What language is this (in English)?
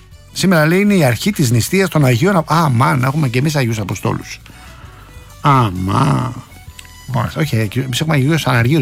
Greek